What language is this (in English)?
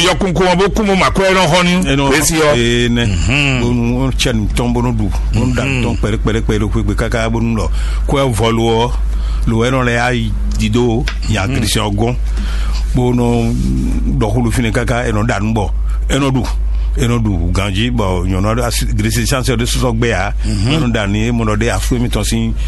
Fon